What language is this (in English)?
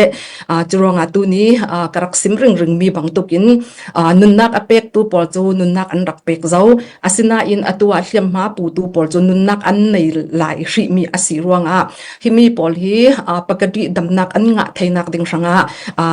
Falam Chin